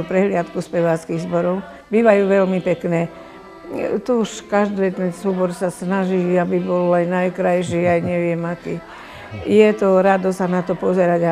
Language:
Slovak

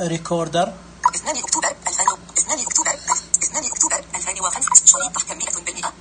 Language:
Najdi Arabic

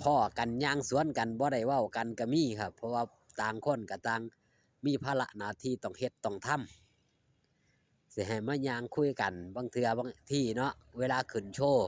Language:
Northeastern Thai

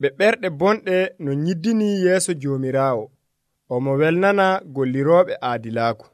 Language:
Nigerian Fulfulde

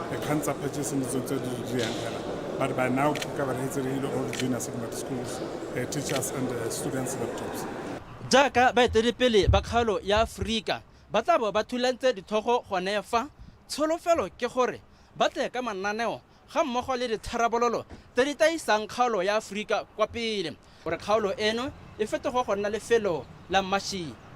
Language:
Tswana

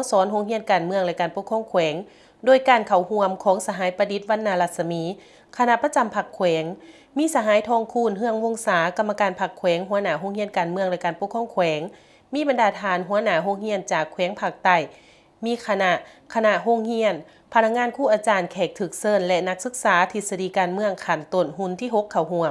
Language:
Lao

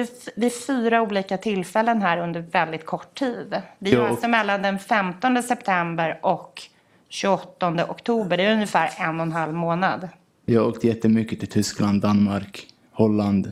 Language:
Swedish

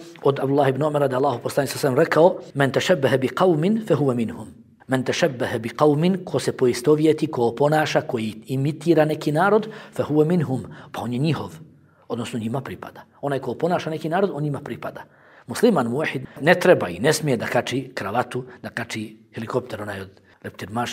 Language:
Bosnian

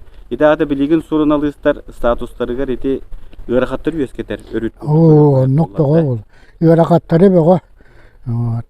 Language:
Yakut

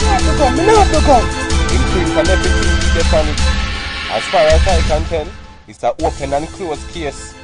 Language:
Jamaican Creole English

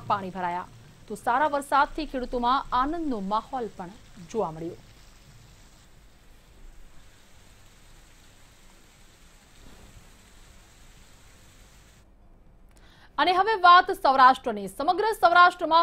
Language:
Gujarati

